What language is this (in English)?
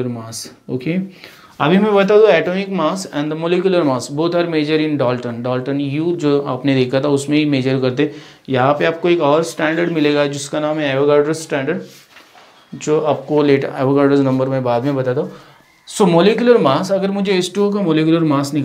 Hindi